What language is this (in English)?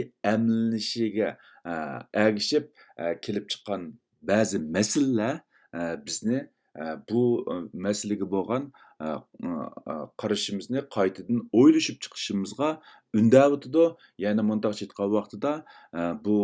Uyghur